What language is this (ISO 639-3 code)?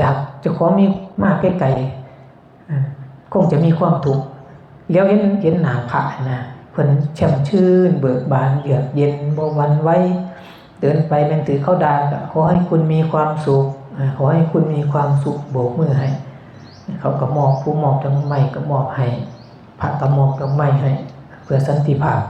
tts